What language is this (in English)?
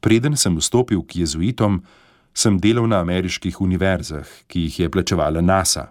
Slovenian